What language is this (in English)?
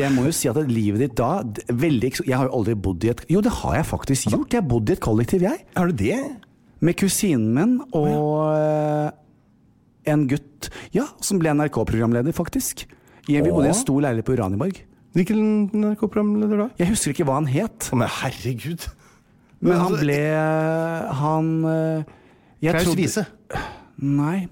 Norwegian